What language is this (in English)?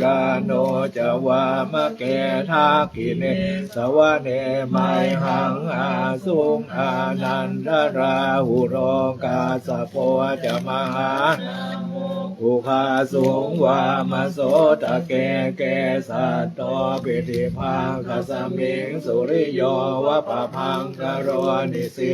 Pali